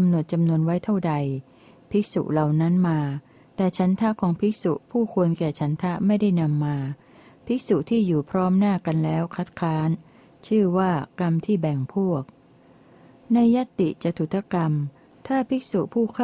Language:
Thai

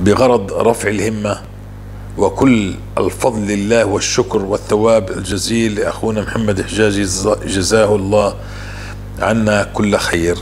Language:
North Levantine Arabic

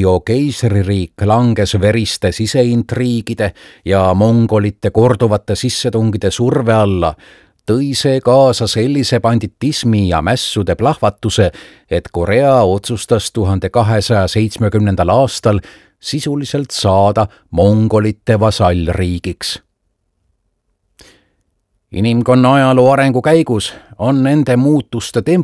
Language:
Estonian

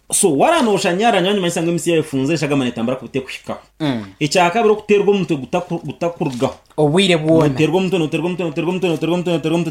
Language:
Nyankole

